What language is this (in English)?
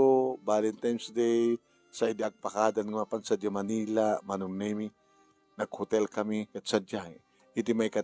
Iloko